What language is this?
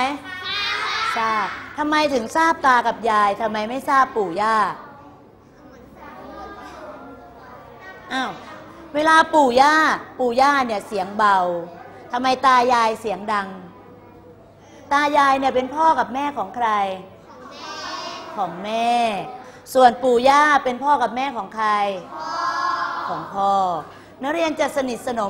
Thai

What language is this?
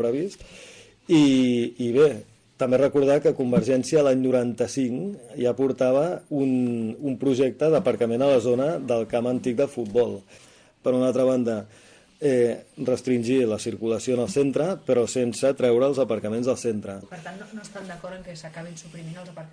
Catalan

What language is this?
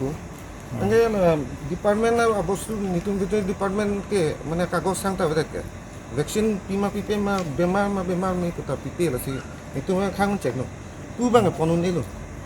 Karbi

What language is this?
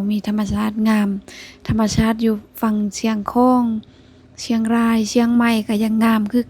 Lao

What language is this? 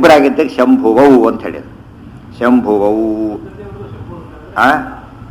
Kannada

